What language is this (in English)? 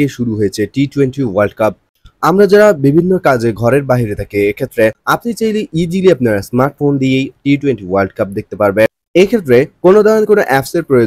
Bangla